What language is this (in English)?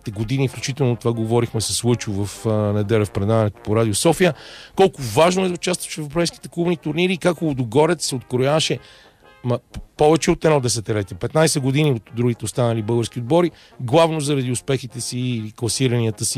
Bulgarian